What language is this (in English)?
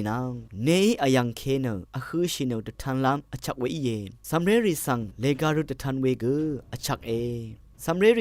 Rawang